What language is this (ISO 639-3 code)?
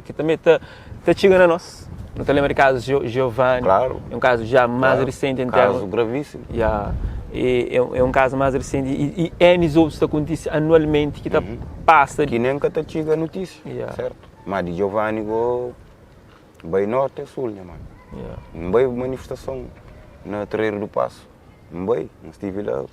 kea